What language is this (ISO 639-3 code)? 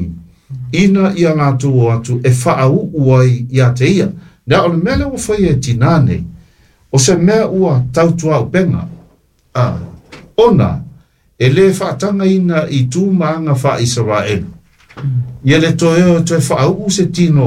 smo